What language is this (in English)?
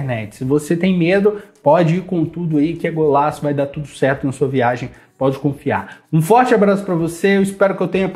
Portuguese